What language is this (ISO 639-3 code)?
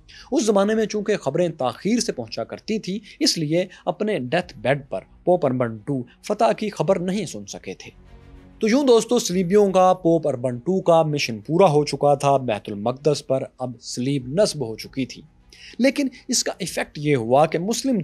urd